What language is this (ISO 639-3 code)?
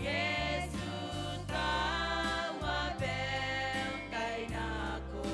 gil